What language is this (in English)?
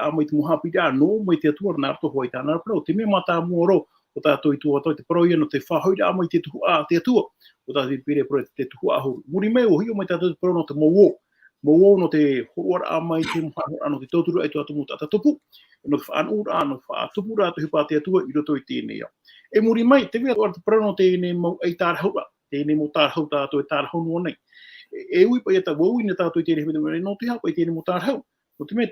Tahitian